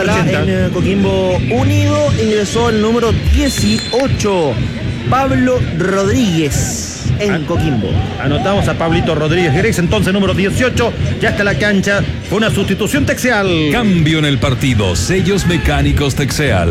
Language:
Spanish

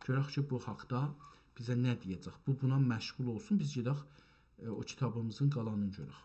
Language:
South Azerbaijani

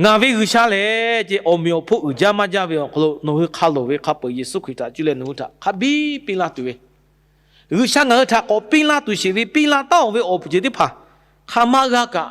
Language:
Lahu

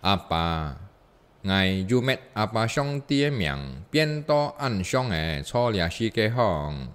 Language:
Hakka Chinese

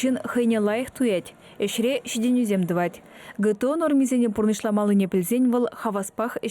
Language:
Chuvash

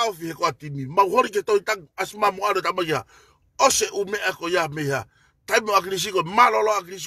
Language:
Tongan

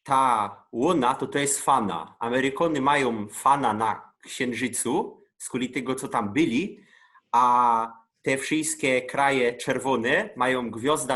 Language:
Silesian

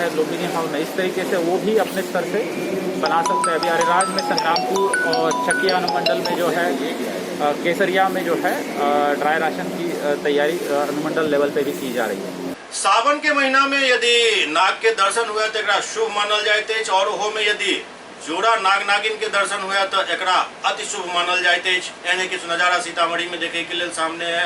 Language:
Maithili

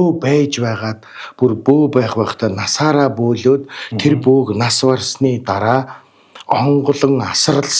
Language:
Mongolian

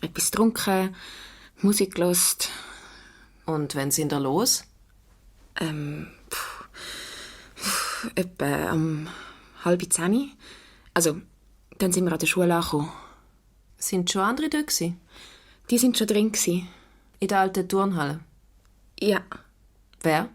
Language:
Swiss German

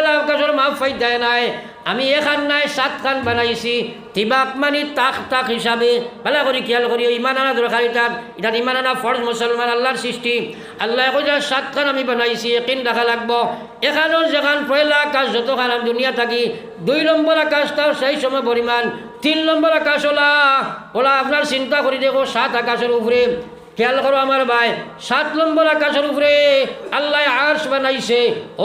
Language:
Sylheti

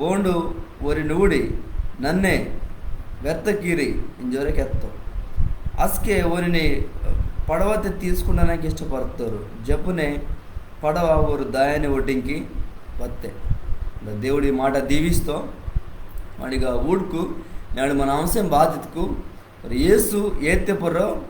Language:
Koya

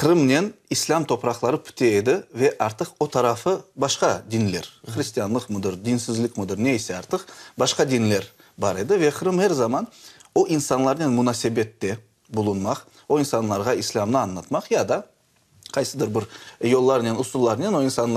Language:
Crimean Tatar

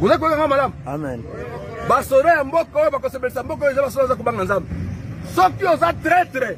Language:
Lingala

